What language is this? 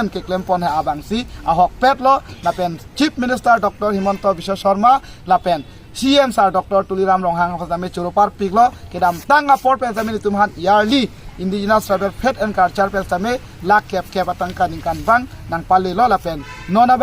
Karbi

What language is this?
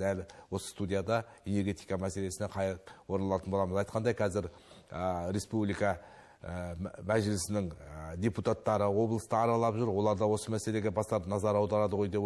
Kazakh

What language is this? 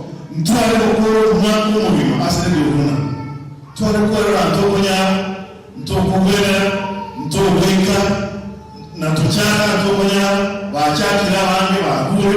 Gusii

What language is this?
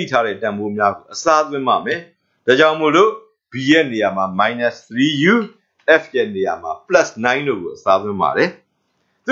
Burmese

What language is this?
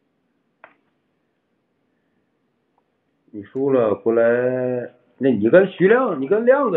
Chinese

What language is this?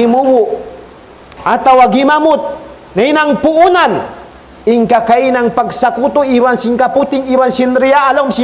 Tausug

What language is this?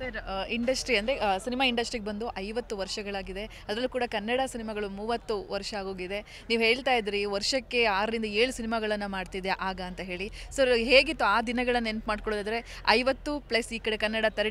Kannada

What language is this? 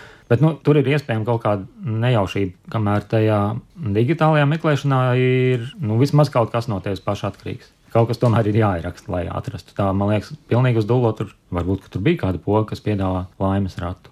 Latvian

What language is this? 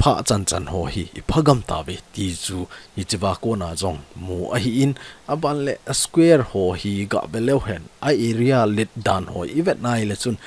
Thado Chin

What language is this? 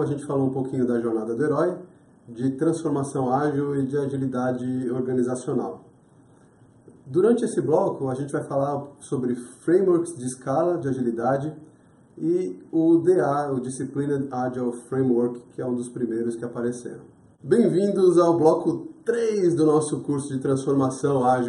Portuguese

